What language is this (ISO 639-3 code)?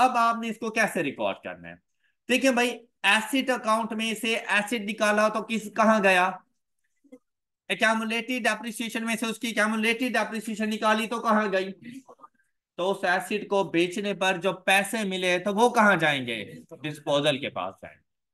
hin